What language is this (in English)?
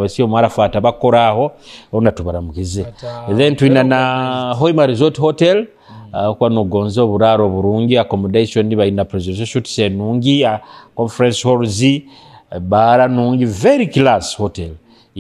Nyoro